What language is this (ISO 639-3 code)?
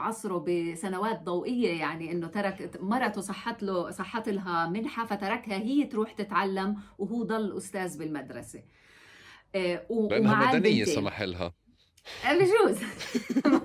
apc